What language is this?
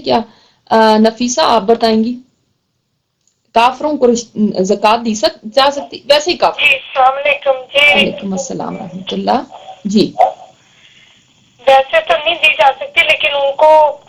Urdu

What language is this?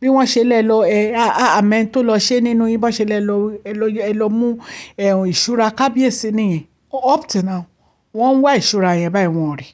Yoruba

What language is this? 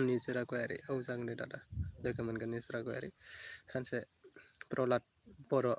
Bodo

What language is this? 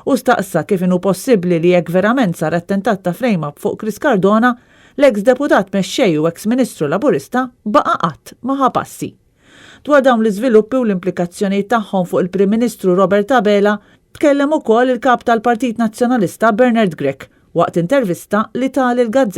Maltese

